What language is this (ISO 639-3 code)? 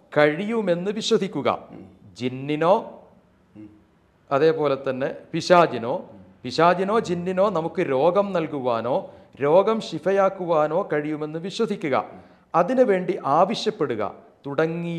mal